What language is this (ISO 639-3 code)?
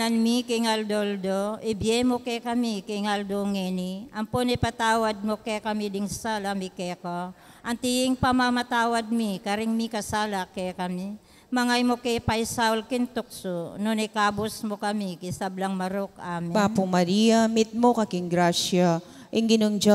pam